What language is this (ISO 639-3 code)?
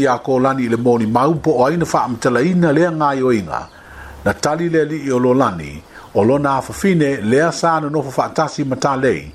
smo